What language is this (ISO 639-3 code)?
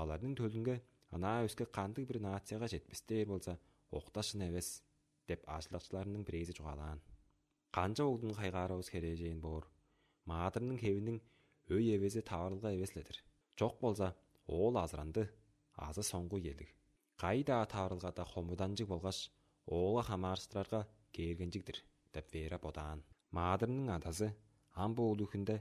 tyv